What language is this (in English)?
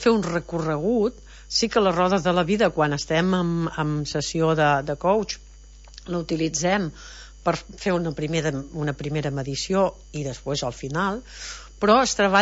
Catalan